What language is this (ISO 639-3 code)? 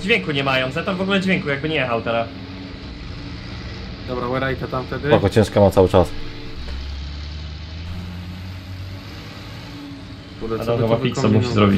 pol